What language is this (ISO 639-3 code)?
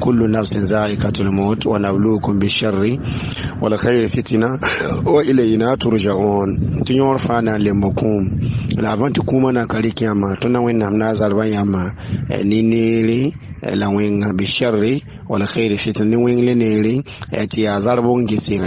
mos